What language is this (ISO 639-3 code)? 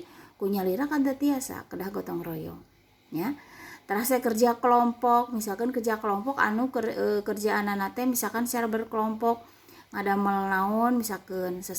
sun